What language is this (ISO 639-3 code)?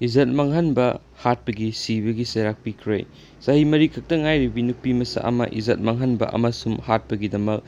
mni